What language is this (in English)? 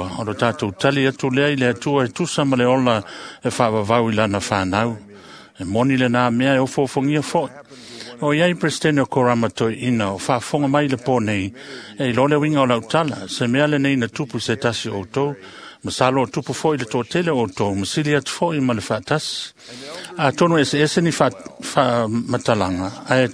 Samoan